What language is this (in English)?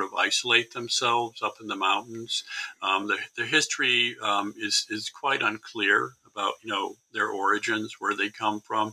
English